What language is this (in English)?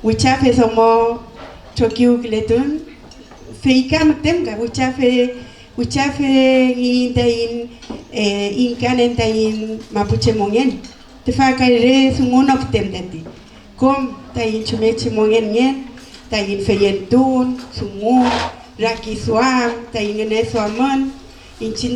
Mapuche